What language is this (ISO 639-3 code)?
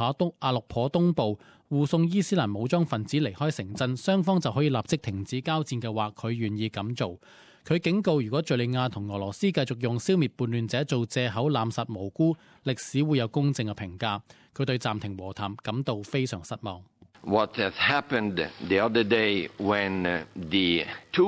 yue